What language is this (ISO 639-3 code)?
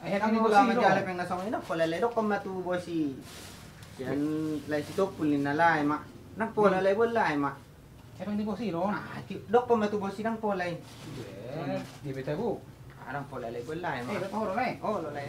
bbc